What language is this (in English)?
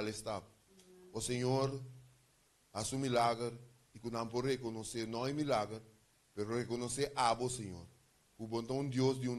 Papiamento